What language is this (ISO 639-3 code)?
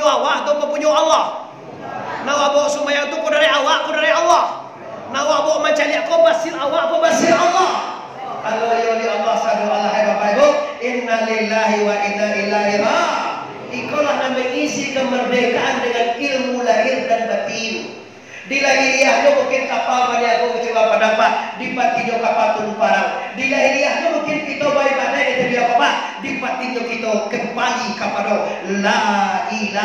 min